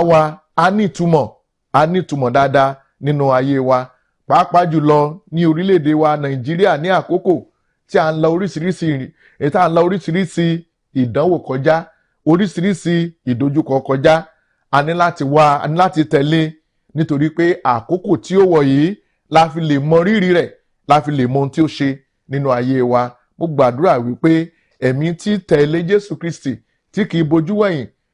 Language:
Yoruba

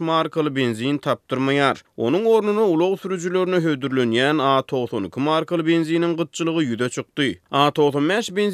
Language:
Turkmen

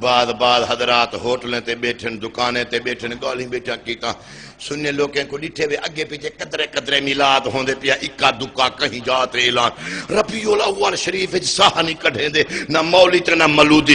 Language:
Saraiki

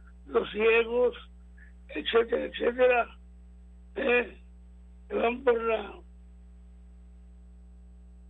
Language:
Spanish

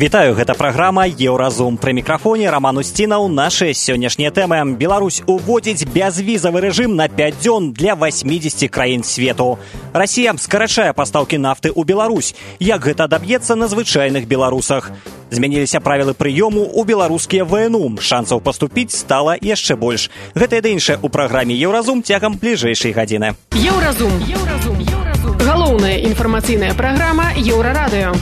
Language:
Belarusian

